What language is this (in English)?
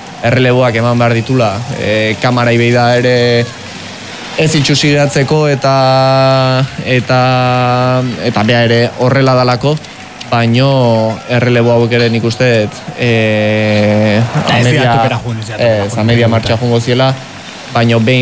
Basque